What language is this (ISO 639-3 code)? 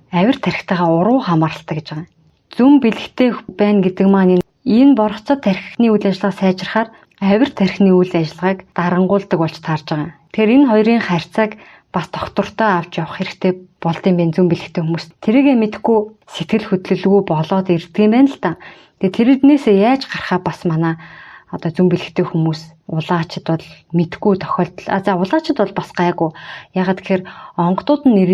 mon